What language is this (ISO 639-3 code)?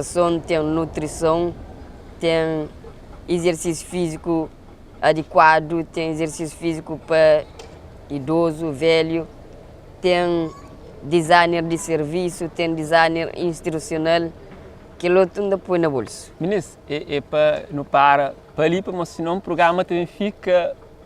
kea